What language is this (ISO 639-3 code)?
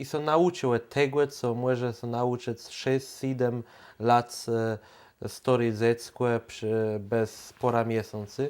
csb